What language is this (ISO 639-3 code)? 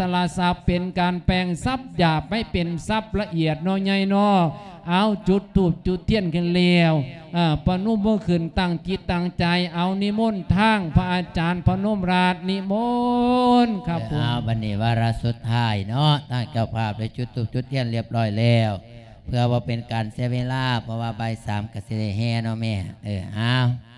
lao